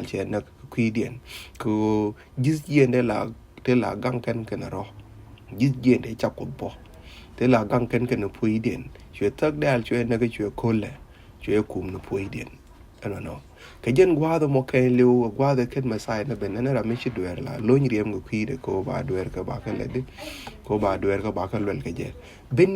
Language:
Nuer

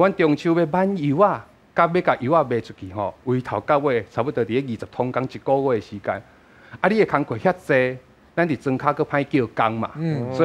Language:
Min Nan Chinese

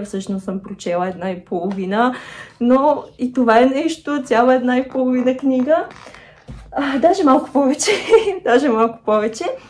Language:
Bulgarian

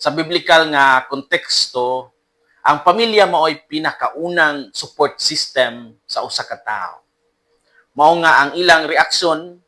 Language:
Cebuano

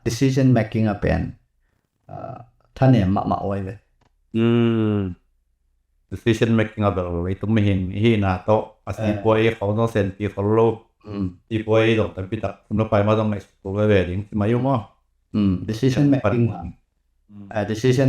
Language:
Tedim Chin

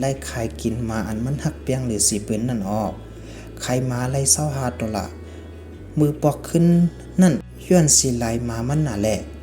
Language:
Shan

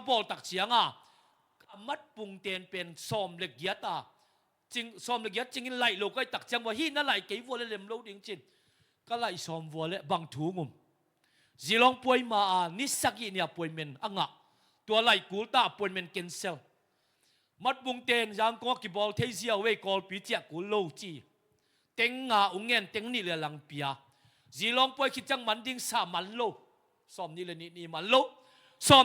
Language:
Tedim Chin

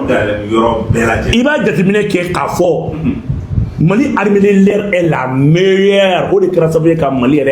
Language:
Bambara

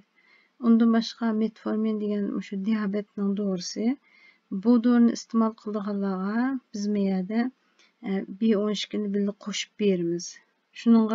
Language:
Uyghur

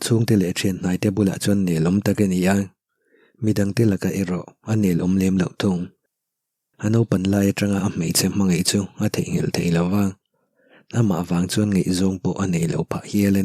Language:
Mizo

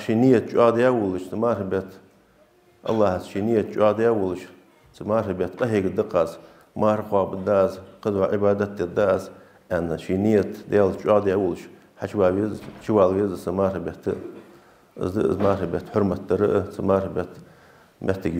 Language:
Ingush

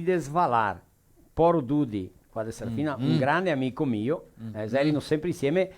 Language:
Venetian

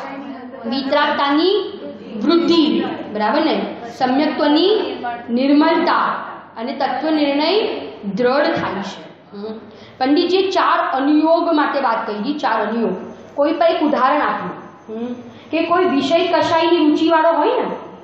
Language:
Gujarati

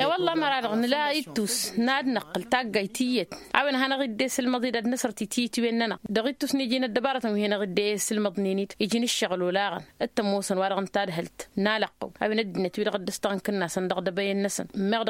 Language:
Tamasheq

